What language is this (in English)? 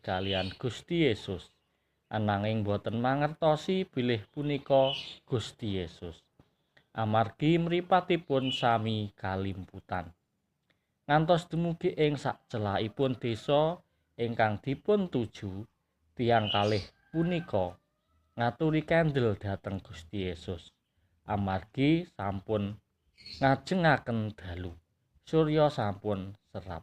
Javanese